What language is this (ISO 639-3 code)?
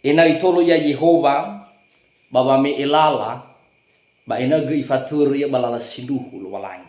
nia